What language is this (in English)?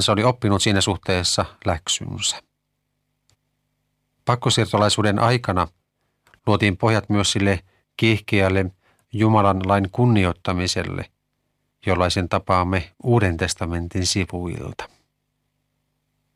Finnish